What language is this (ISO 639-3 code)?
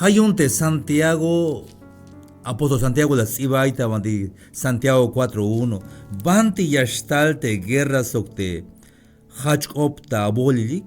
tzh